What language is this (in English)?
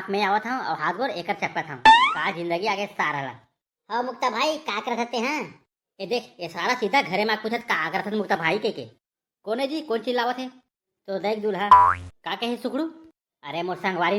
Chhattisgarhi